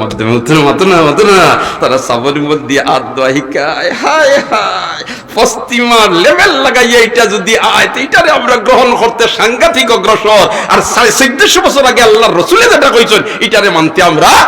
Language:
Sylheti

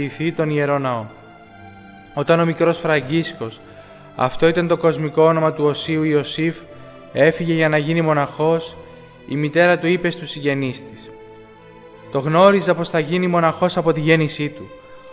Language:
Greek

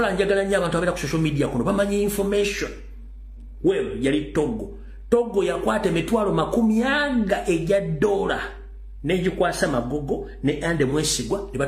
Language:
Ganda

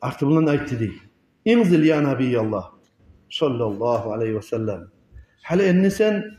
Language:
Kumyk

